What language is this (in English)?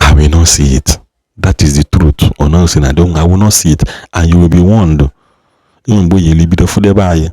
Igbo